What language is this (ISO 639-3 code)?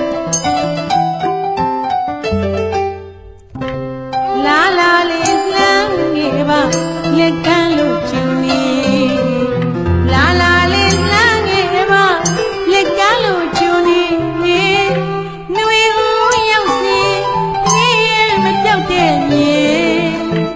mya